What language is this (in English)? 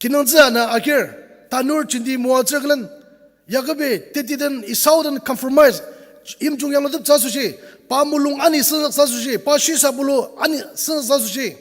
Ao Naga